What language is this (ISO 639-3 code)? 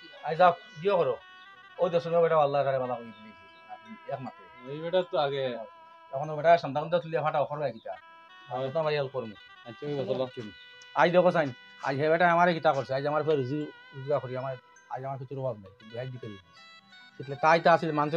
syl